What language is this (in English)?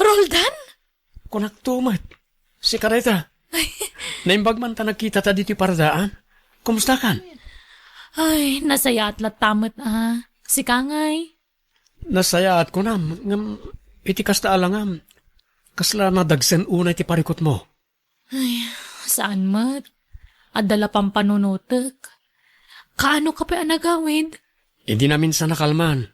Iloko